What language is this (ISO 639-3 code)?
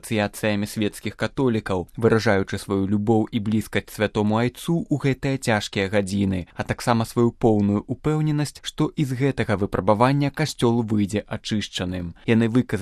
bel